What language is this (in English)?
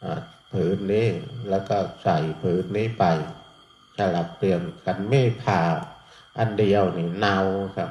Northeastern Thai